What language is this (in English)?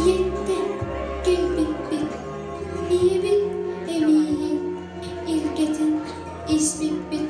Yakut